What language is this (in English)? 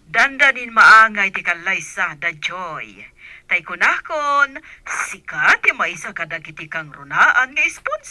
Iloko